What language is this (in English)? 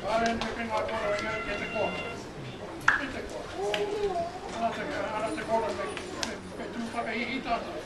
Māori